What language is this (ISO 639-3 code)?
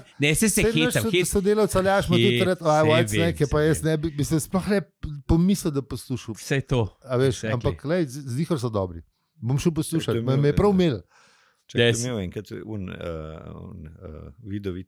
slv